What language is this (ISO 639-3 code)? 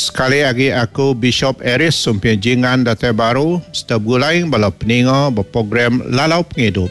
iba